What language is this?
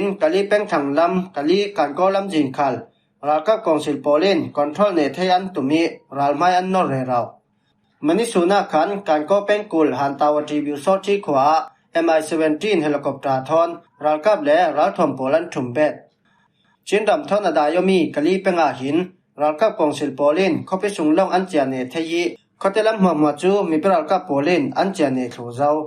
Falam Chin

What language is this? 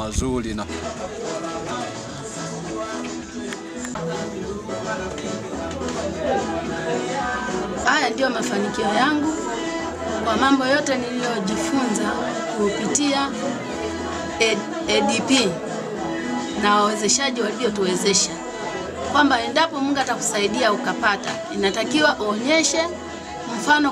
Swahili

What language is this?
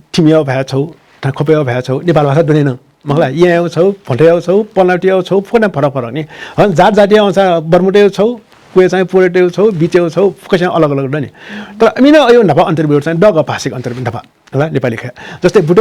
Newari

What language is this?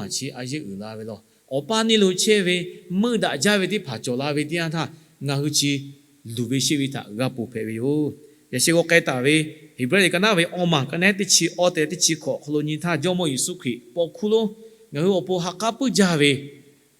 Lahu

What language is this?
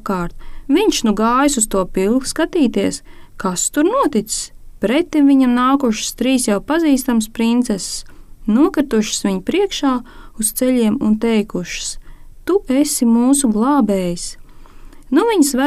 Latvian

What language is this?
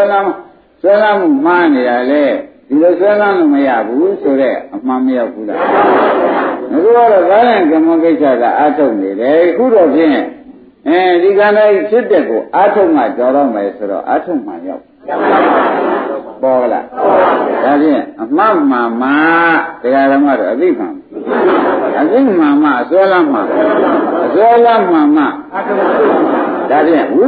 Burmese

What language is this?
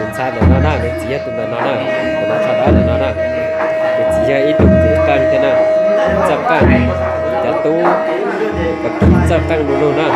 Hmong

